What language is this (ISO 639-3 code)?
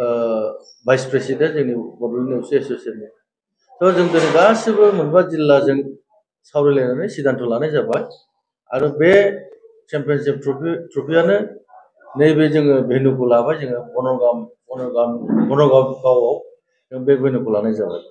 brx